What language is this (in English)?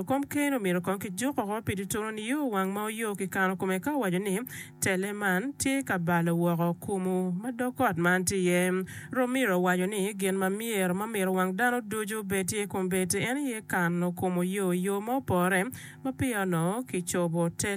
Acoli